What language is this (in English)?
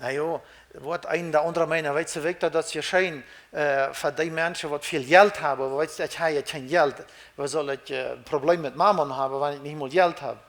Plautdietsch